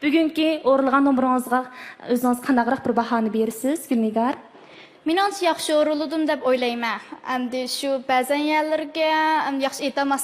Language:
Uyghur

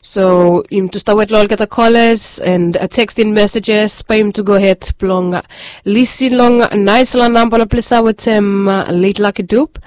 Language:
Bislama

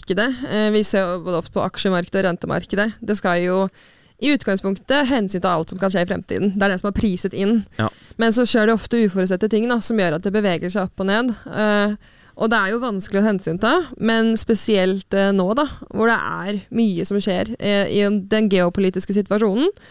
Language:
Norwegian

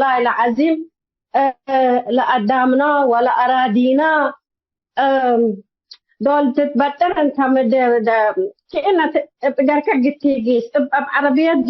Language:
Tigre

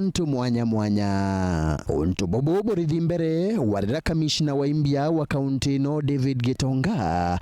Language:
Meru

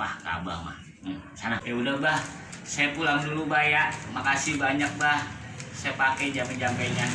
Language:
Betawi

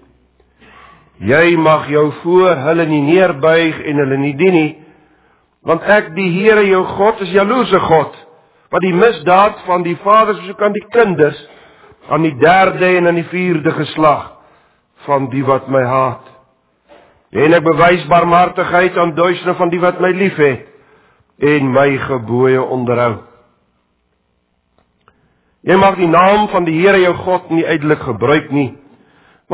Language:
Afrikaans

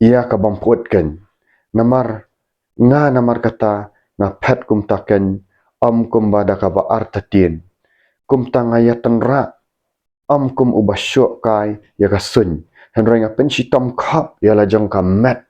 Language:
Khasi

